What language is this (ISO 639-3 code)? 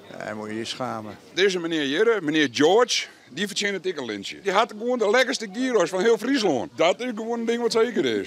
fry